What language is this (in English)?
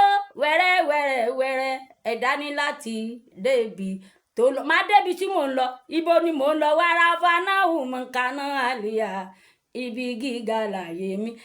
Yoruba